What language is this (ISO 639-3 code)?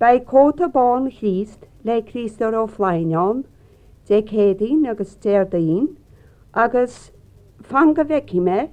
gle